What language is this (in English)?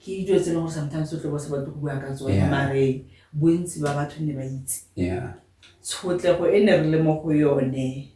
Tswana